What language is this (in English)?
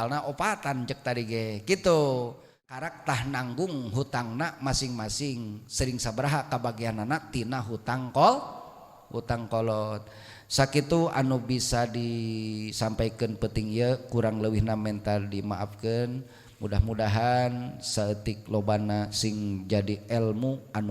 Sundanese